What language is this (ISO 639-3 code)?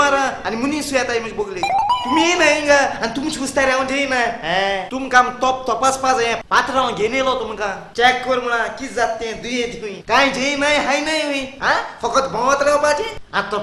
kok